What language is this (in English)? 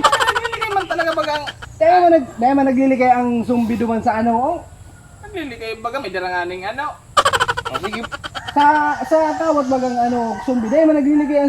Bikol